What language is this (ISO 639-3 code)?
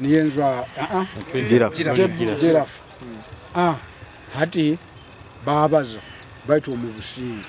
nyo